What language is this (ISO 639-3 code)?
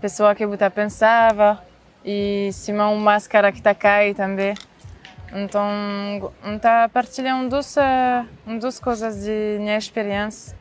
kea